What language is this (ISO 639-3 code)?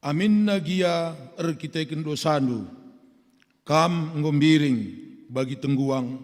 btx